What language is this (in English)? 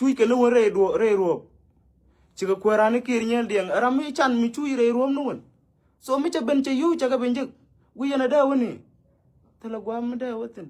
Nuer